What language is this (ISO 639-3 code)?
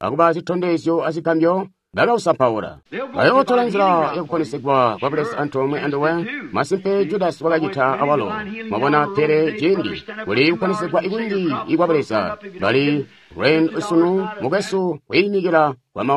toi